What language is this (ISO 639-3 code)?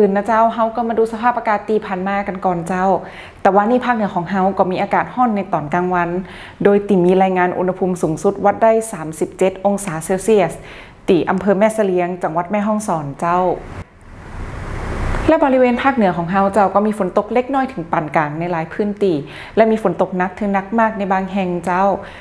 lao